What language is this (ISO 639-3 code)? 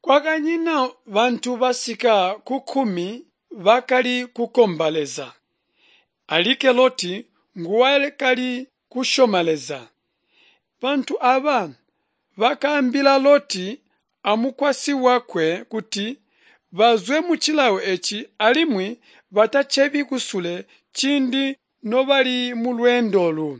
toi